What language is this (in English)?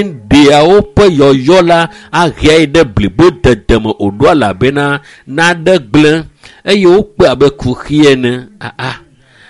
Ewe